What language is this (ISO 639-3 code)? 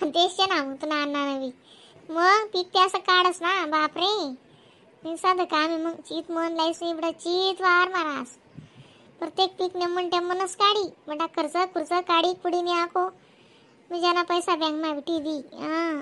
khn